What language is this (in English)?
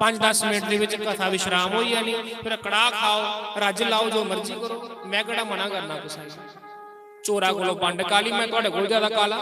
Dogri